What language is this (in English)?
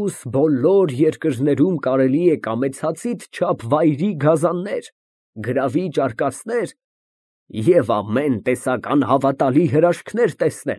Armenian